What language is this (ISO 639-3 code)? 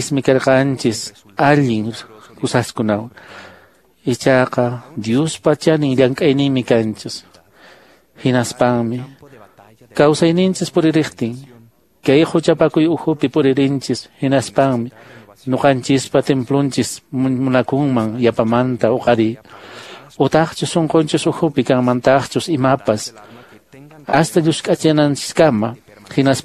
que